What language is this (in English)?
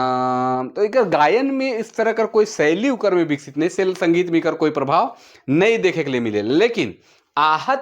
Sadri